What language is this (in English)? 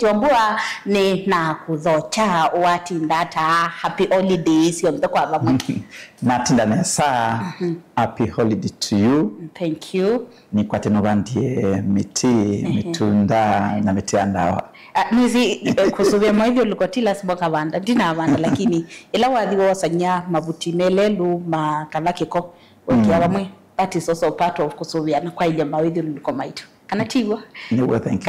Kamba